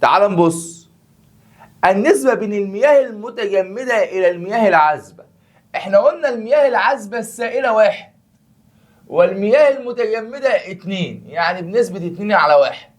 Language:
Egyptian Arabic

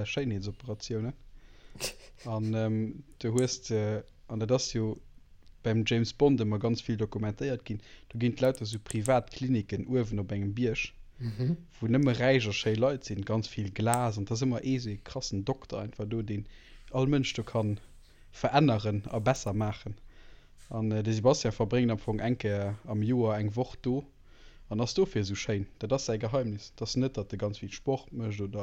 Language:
Luxembourgish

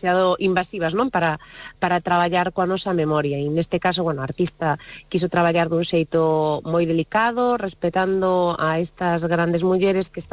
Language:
Galician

